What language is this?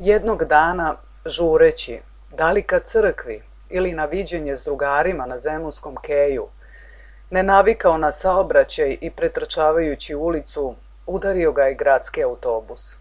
Serbian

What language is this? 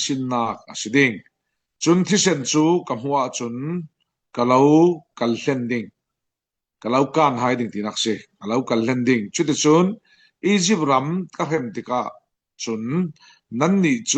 Falam Chin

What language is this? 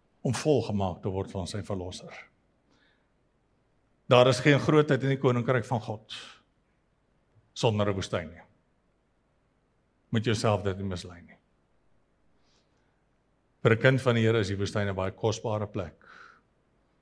Afrikaans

